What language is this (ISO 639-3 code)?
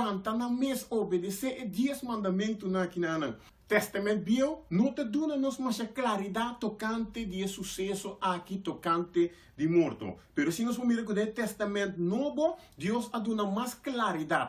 pap